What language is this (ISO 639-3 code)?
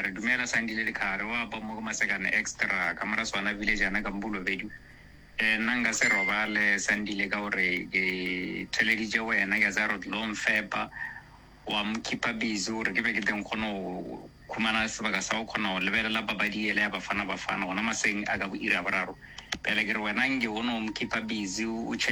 nso